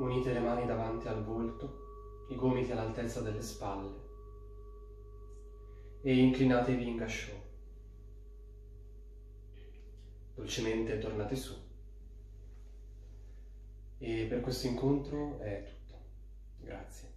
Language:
Italian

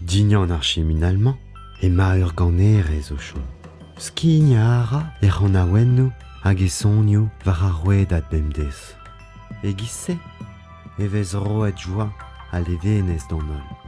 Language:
Breton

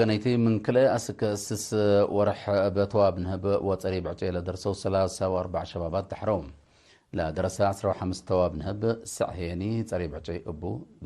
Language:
Tigre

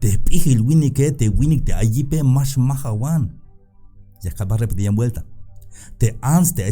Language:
Tzeltal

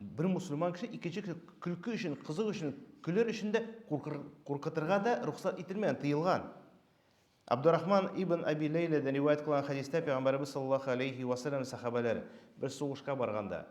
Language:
Tatar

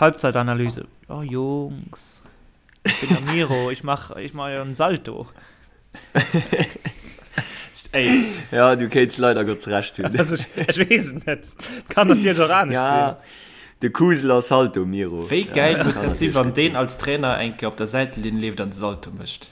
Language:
Luxembourgish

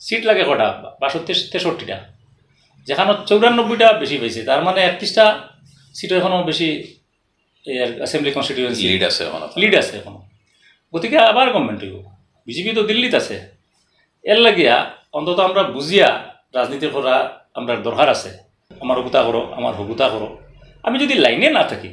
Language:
Sylheti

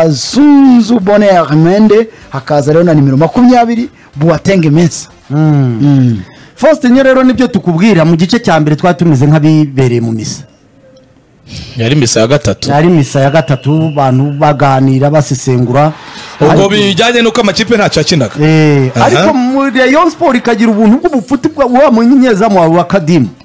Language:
Kinyarwanda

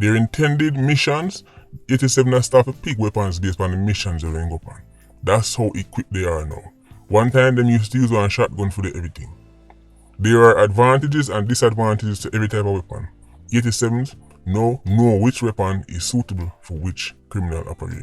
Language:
Jamaican Creole English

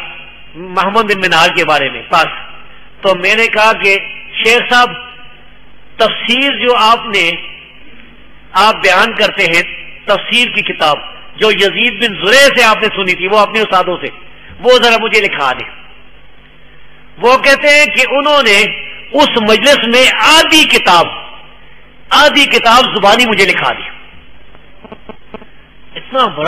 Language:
Urdu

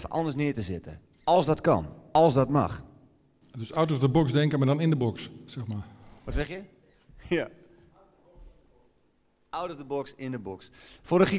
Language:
Dutch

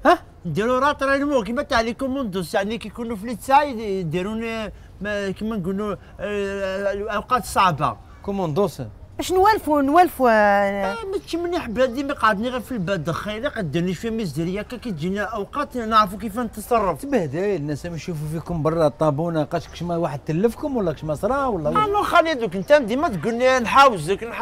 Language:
Algerian Arabic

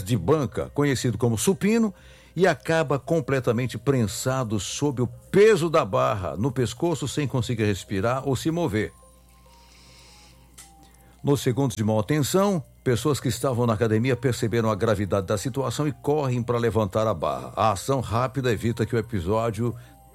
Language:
Portuguese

